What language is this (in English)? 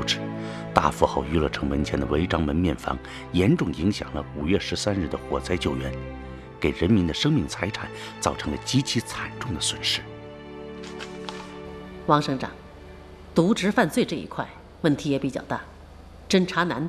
Chinese